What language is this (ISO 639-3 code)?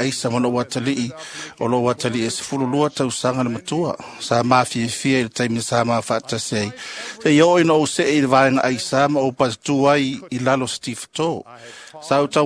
smo